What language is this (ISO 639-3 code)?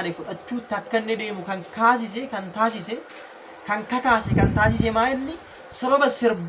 orm